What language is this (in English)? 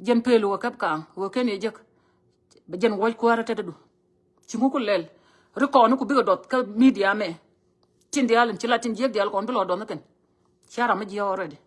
Nuer